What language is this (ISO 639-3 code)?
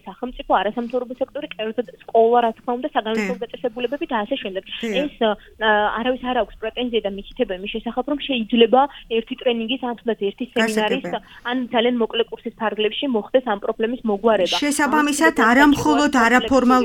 kat